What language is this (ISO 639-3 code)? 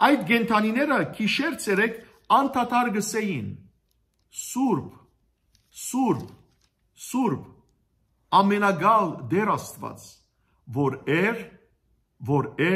hye